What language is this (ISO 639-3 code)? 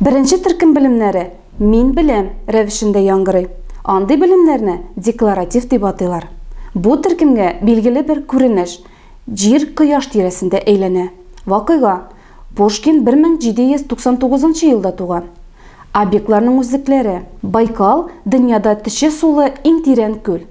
tat